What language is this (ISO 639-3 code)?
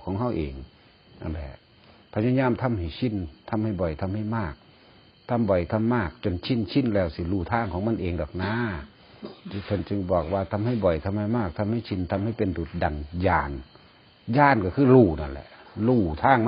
tts